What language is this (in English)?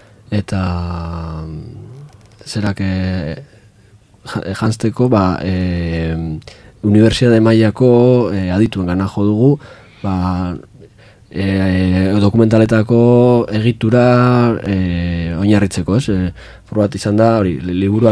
Basque